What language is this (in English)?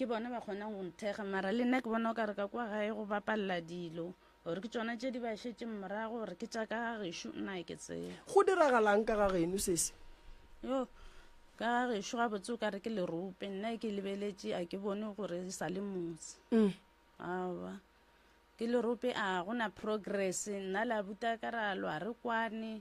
Northern Sotho